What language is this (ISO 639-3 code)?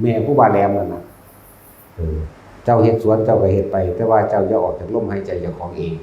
lao